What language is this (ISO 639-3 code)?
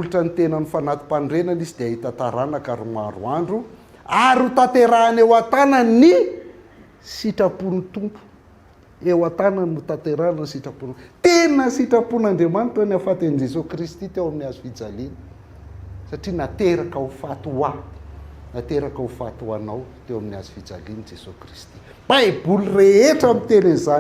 mlg